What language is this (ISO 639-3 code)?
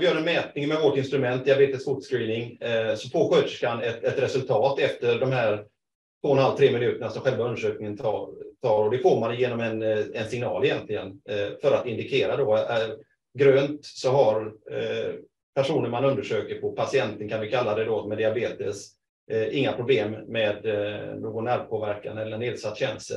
swe